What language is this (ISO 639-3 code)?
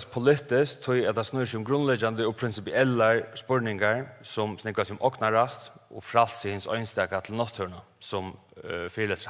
fao